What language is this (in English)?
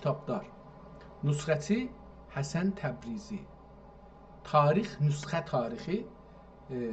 South Azerbaijani